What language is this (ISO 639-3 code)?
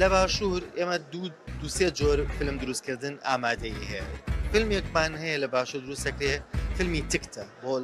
kur